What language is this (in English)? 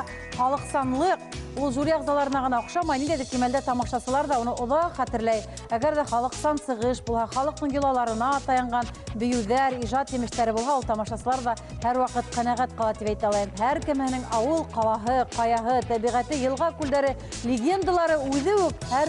Bashkir